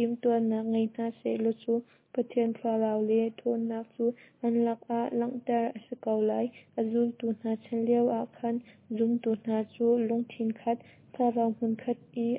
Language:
Hakha Chin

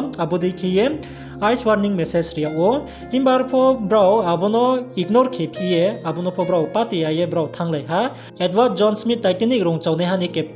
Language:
Riang (India)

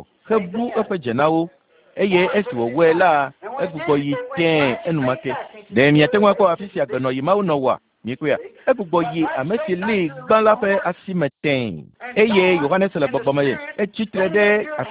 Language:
Ewe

